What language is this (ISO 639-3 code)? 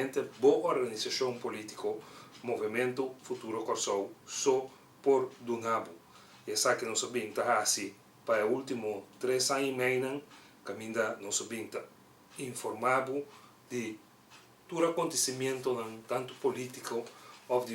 pap